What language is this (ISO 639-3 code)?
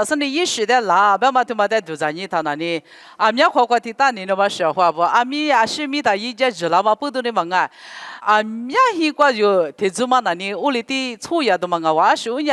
lis